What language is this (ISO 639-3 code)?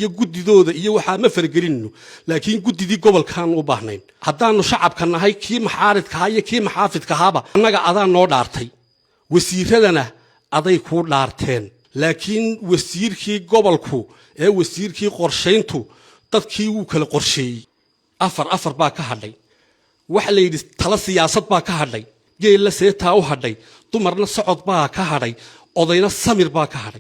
som